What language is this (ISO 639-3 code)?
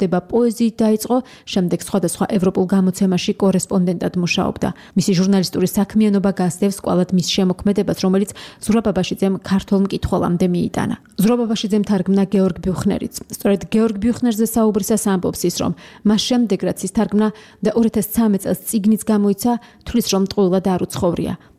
kat